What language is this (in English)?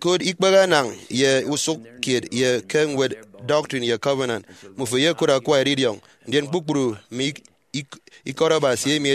Efik